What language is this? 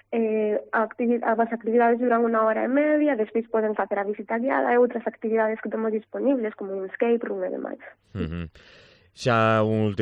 Galician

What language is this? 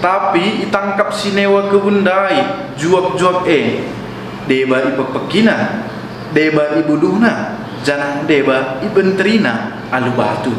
Batak Karo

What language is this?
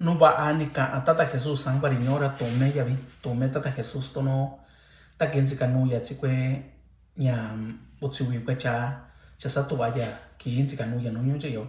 Mixtepec Mixtec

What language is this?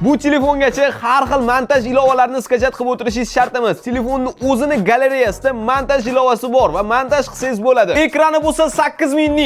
Uzbek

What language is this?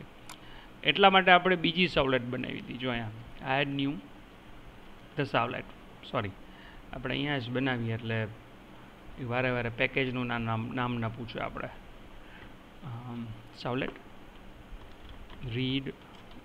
Gujarati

